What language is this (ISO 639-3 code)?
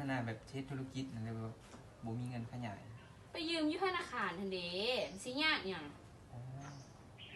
lao